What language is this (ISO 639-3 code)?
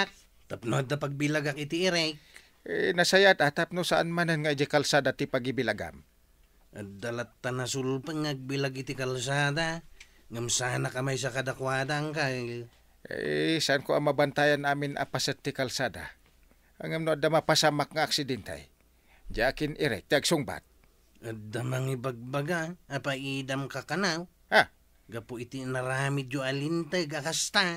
ilo